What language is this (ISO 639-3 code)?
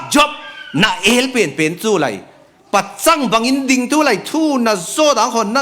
cfm